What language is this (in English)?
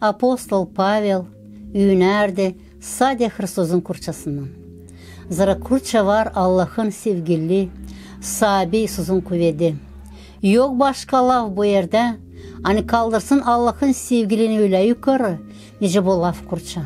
Gagauz